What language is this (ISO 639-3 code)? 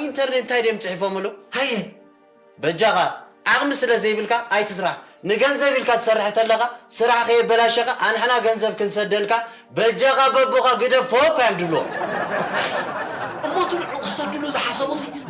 tir